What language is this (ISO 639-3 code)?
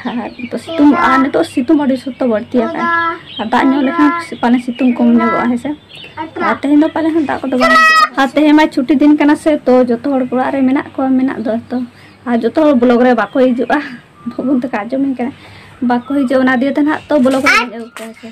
sat